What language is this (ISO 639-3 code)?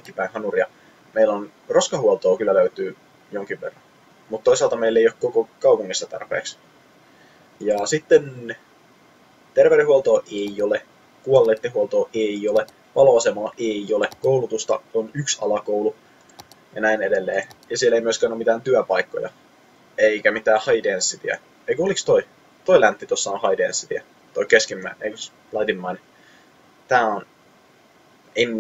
fin